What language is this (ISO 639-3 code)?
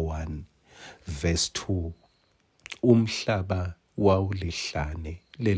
ssw